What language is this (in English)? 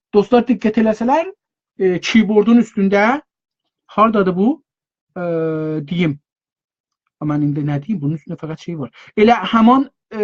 South Azerbaijani